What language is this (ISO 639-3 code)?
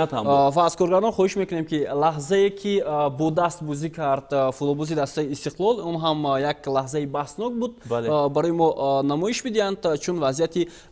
tgk